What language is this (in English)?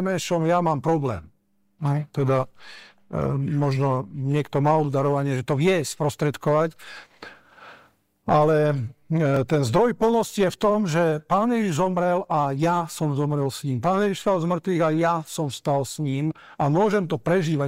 Slovak